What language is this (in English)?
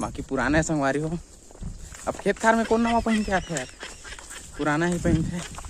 Chhattisgarhi